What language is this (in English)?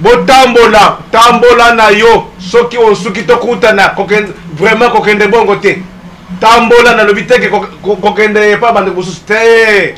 Lingala